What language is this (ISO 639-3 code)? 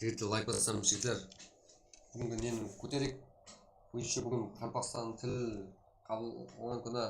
kaa